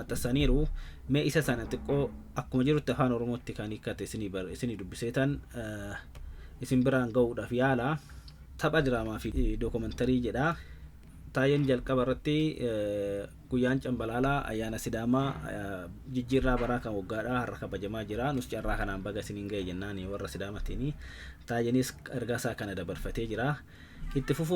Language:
Oromo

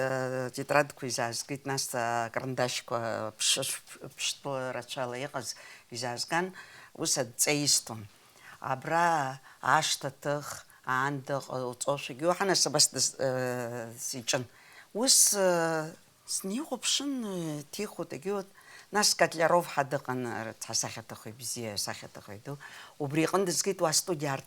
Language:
Abkhazian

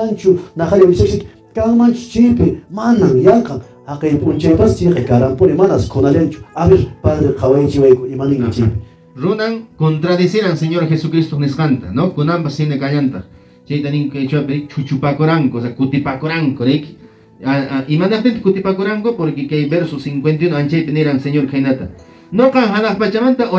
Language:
Quechua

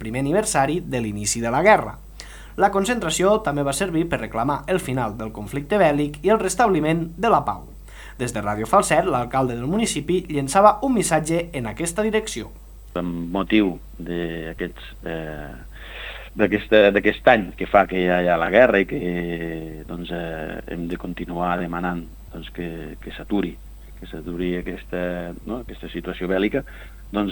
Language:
Catalan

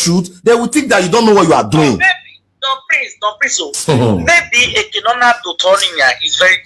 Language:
Nigerian Pidgin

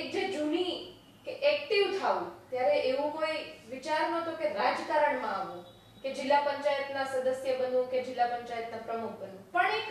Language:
Gujarati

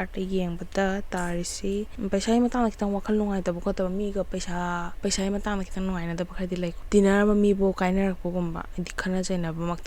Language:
Manipuri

